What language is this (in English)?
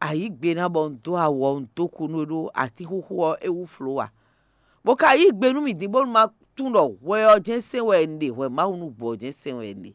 Fon